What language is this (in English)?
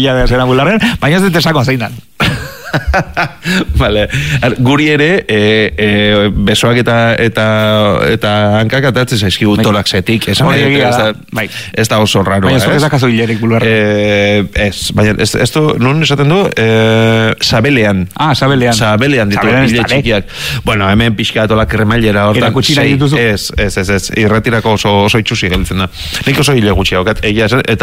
Basque